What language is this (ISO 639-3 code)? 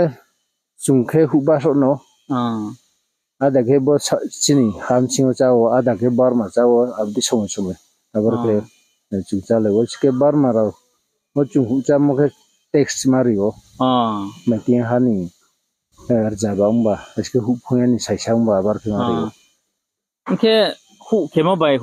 ria